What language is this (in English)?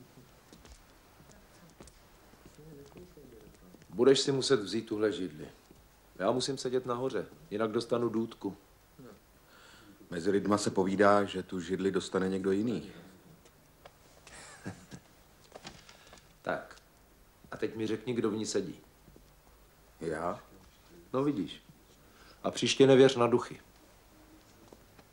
Czech